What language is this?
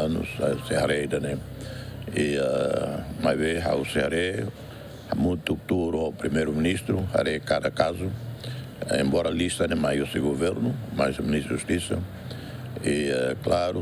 Tetum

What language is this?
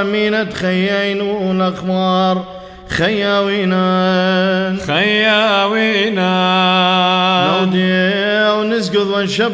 Classical Syriac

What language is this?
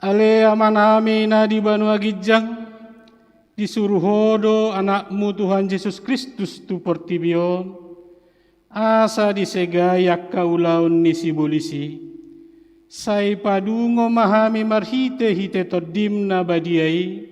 Batak Toba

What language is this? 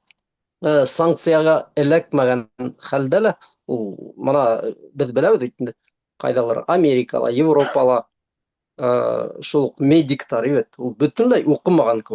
Bashkir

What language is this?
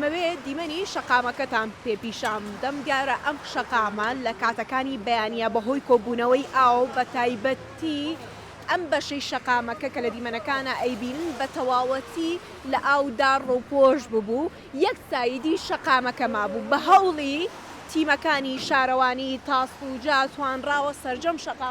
Central Kurdish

